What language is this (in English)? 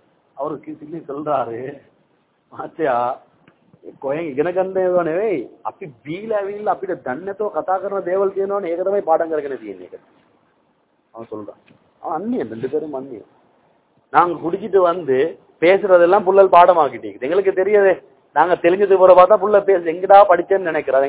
Tamil